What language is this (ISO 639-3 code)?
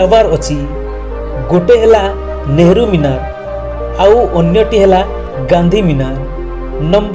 ori